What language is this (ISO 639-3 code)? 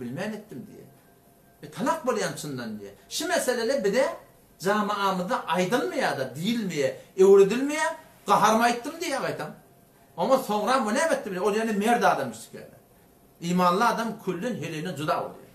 tuk